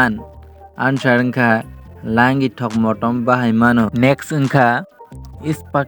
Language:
Kok Borok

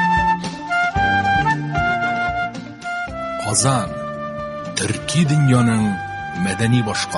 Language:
Tatar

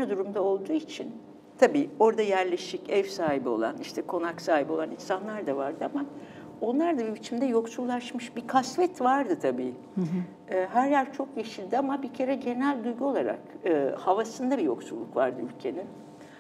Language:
Turkish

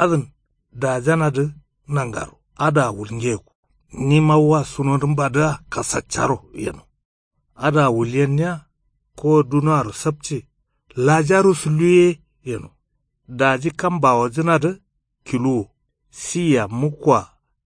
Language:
Kanuri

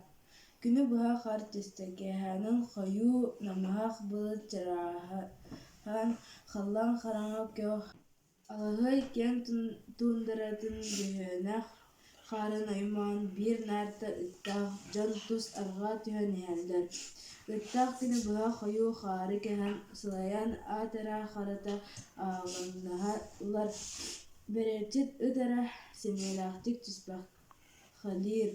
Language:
Yakut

